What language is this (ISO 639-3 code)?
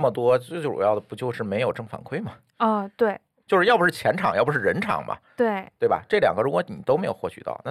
zho